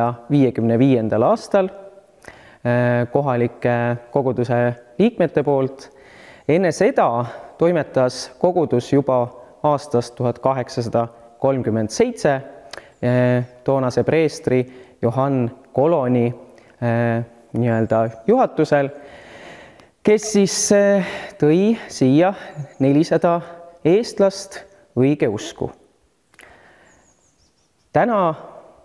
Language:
Estonian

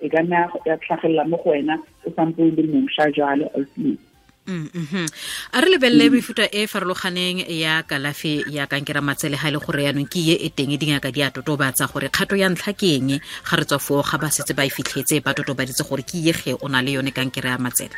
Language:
Tswana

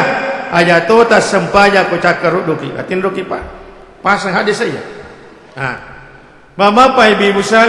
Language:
Buginese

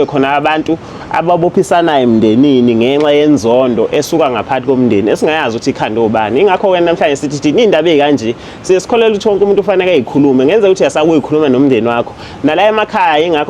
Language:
Zulu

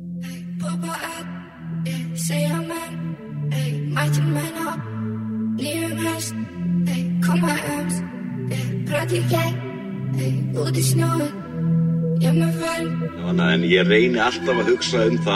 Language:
Icelandic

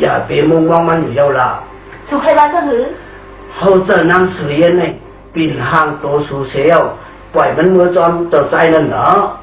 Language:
Shan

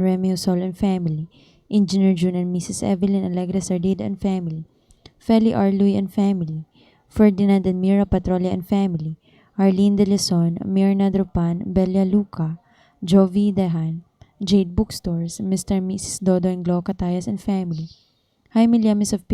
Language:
Cebuano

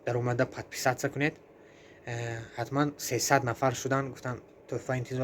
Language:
Tajik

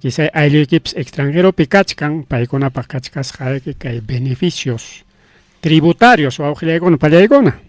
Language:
Ayacucho Quechua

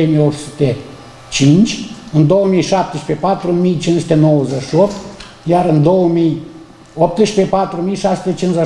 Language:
Romanian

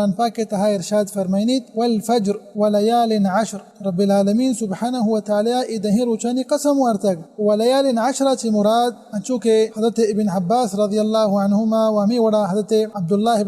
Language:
Baluchi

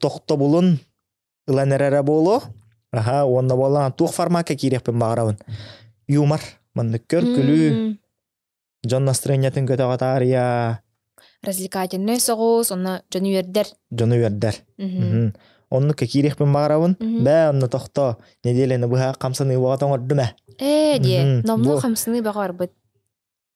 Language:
Yakut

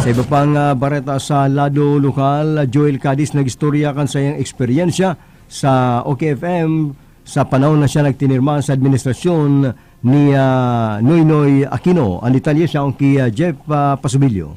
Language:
Bikol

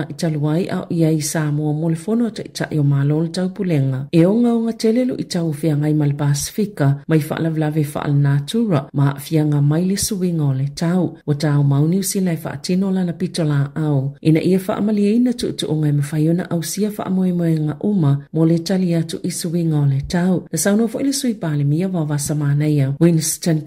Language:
Samoan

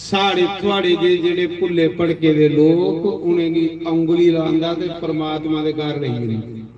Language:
Dogri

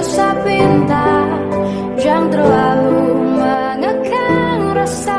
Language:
Banjar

